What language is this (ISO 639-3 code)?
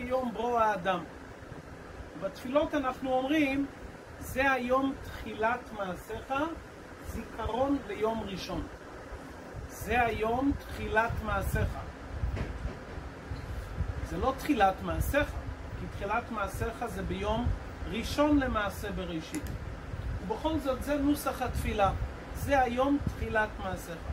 heb